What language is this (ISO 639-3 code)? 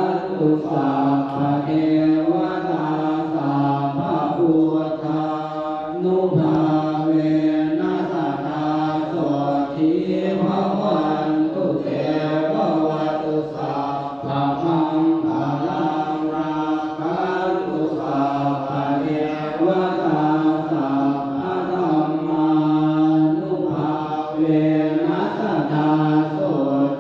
pli